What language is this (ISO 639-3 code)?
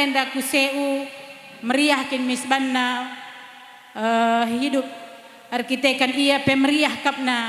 btx